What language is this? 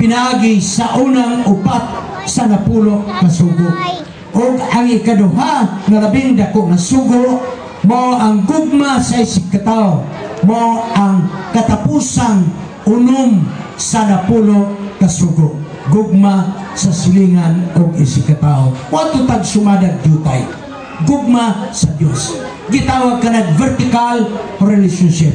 Cebuano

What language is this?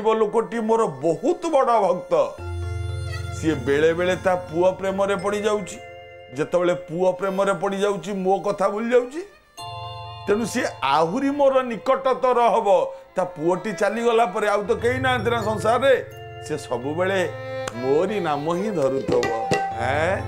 Odia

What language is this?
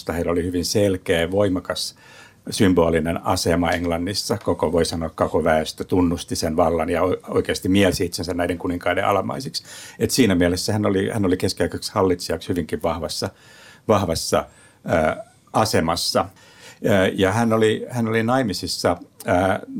Finnish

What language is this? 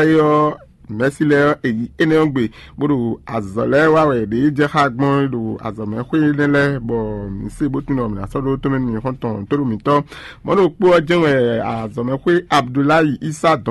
Fon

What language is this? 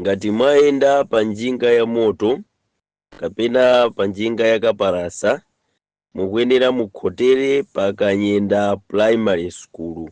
Nyanja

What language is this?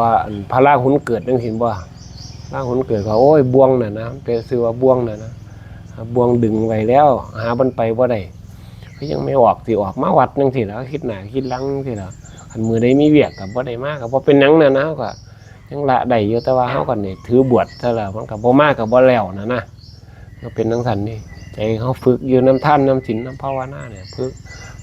Northeastern Thai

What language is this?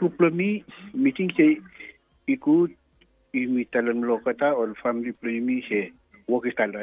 Bislama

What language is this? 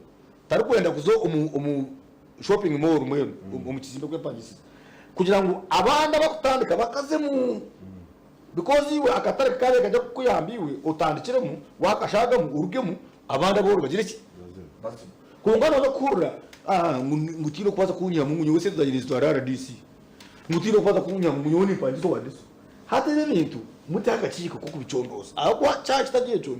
Nyankole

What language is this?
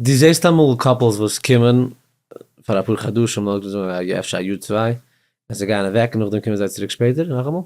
Yiddish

